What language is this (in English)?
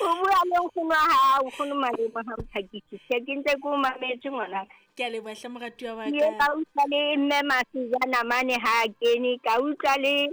Southern Sotho